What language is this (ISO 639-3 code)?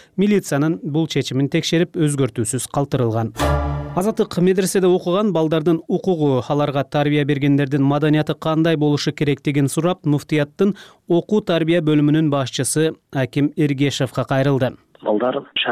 kir